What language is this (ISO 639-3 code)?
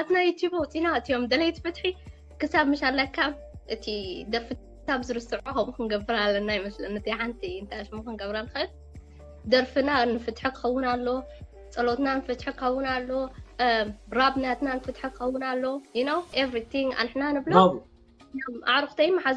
tir